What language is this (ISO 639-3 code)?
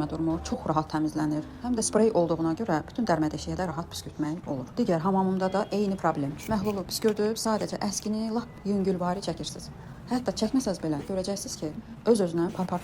aze